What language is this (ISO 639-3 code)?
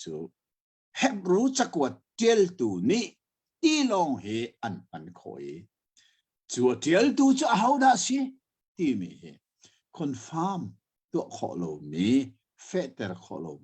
cnh